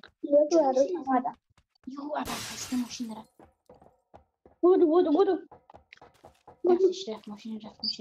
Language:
Persian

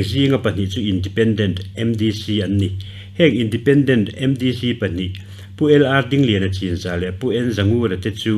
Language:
Mizo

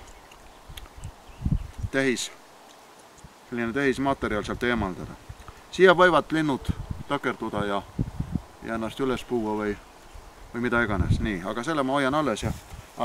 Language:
Estonian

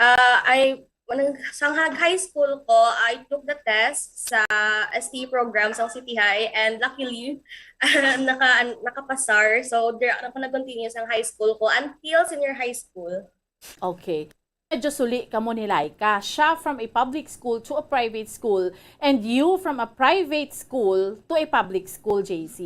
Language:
Hiligaynon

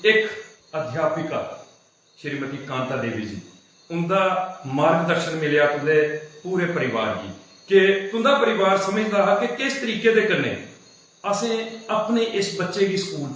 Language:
Dogri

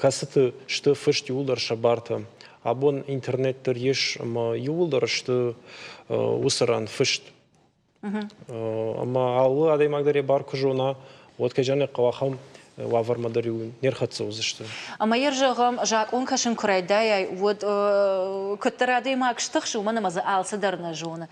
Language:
Ossetic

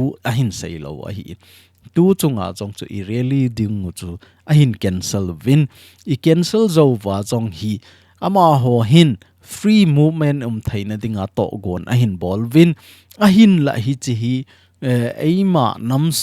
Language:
Thado Chin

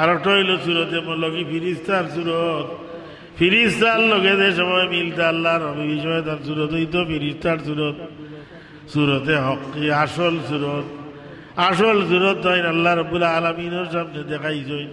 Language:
Sylheti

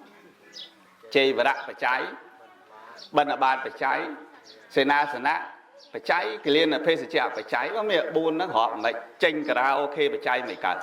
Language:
Khmer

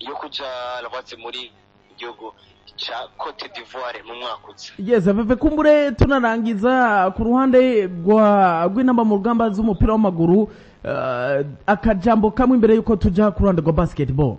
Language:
Rundi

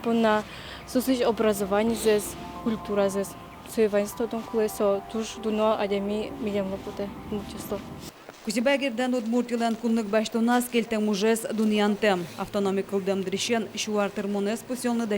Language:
Udmurt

